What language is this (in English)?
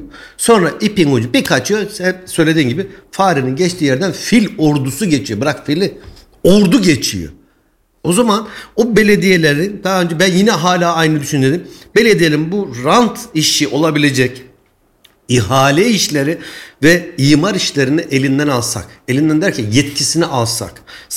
Turkish